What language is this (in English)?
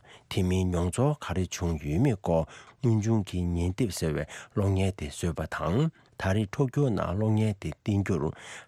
Tibetan